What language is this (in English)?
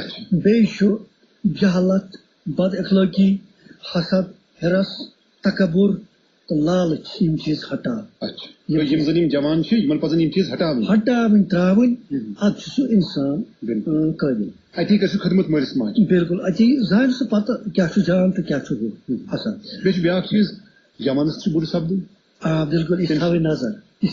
Kashmiri